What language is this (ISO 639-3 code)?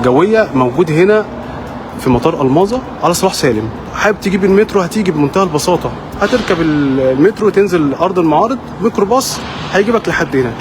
arz